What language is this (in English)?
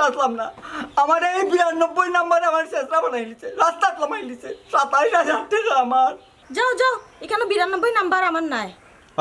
Sylheti